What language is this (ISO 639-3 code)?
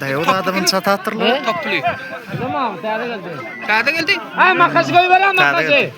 tuk